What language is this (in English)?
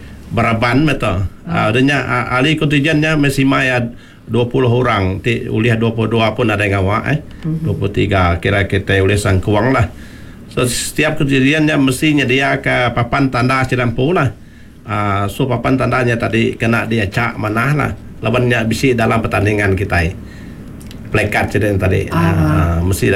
Iban